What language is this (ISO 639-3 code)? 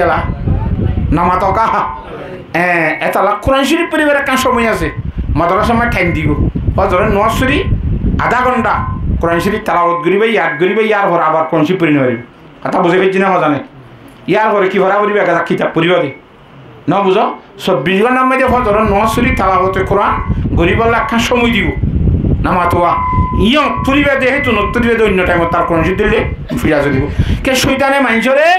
rhg